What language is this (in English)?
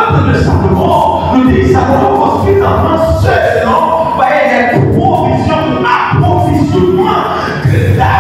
Haitian Creole